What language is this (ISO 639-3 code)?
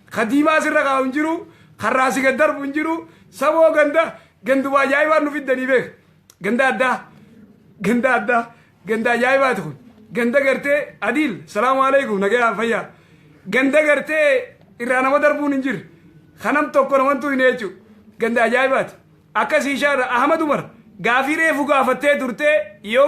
orm